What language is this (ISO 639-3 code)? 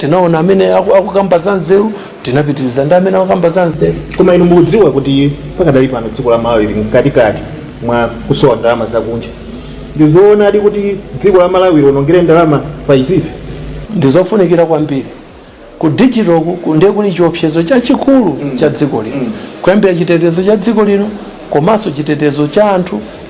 nya